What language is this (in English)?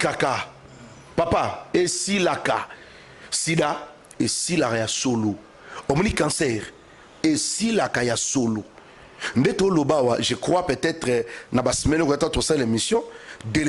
Lingala